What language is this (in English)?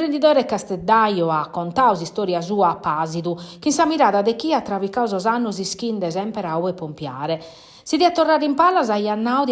Sardinian